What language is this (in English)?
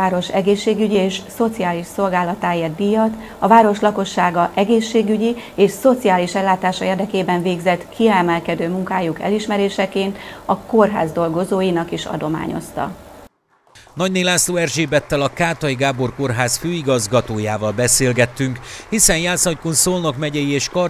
Hungarian